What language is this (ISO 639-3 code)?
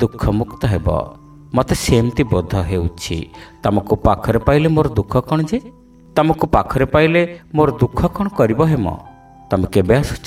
ori